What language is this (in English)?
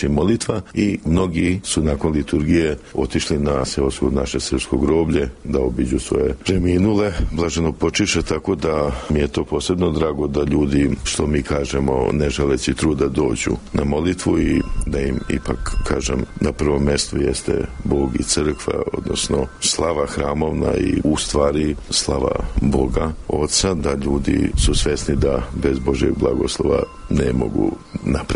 Serbian